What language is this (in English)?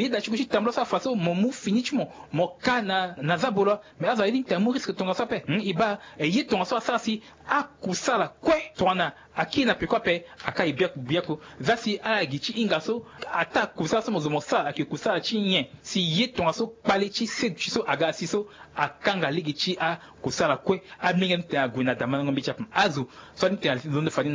Sango